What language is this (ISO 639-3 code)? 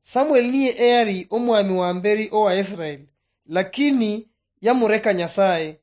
luy